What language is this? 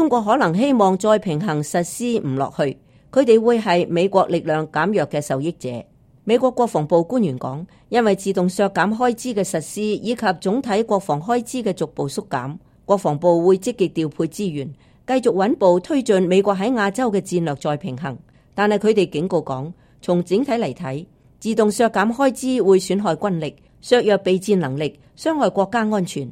Cantonese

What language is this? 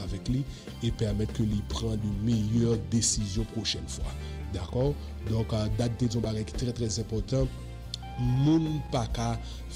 French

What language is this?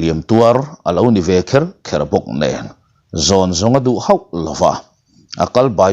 Mizo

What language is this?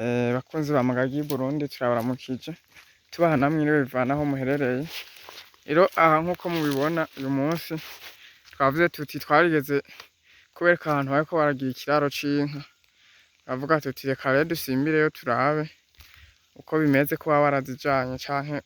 Rundi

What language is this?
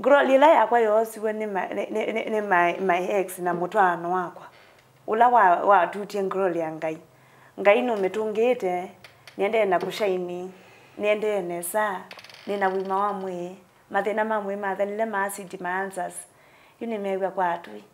Kamba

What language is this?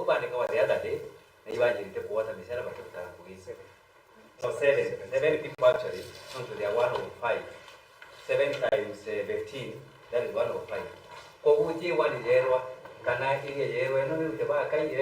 Meru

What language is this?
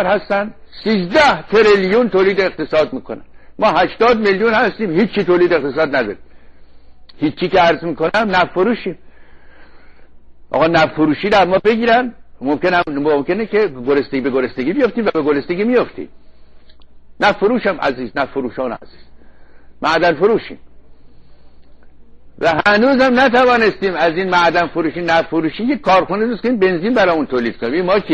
Persian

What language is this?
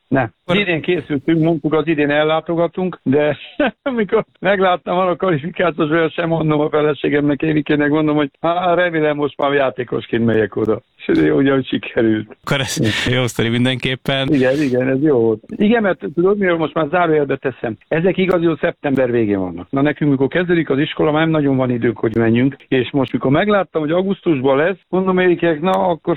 Hungarian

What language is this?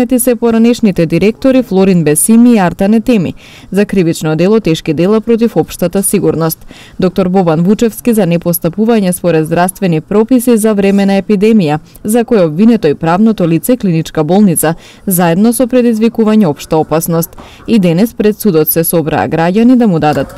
Macedonian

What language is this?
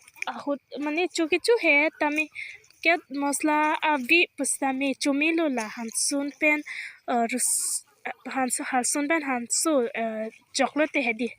Karbi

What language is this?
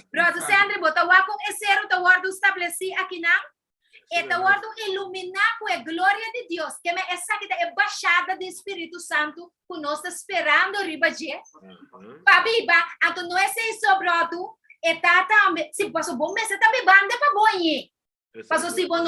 Papiamento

